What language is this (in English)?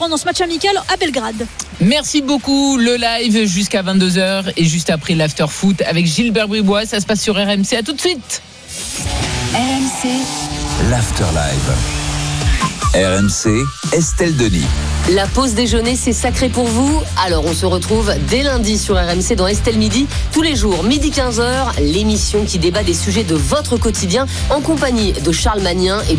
French